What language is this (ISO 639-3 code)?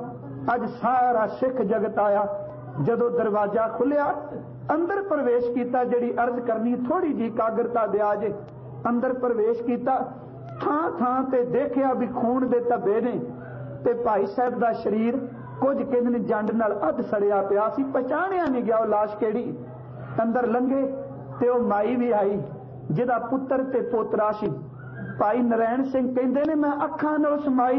pan